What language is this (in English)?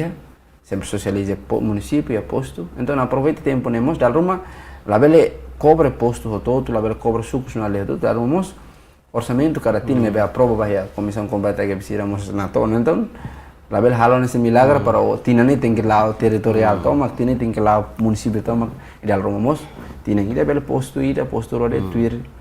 Tetum